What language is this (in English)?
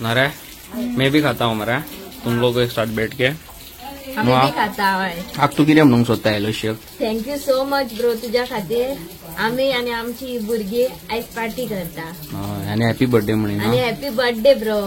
Konkani